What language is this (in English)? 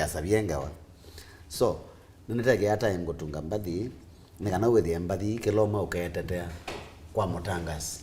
Kamba